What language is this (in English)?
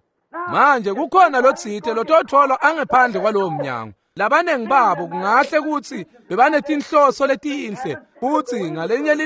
Swati